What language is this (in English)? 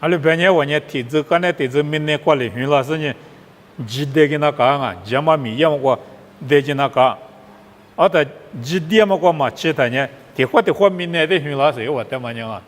Lisu